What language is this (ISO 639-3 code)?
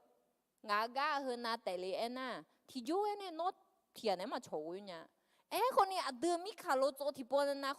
ahk